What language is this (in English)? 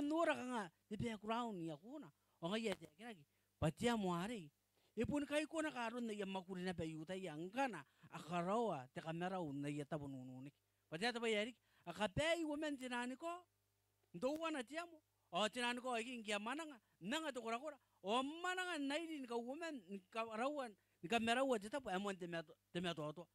Gilbertese